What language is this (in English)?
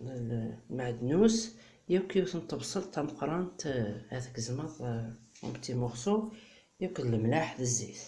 Kabyle